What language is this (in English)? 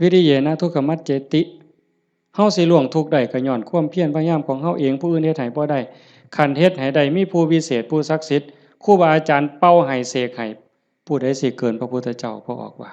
Northeastern Thai